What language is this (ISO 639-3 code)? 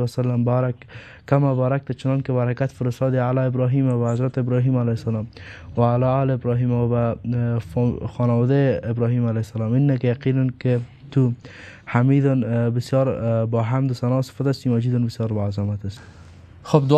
fas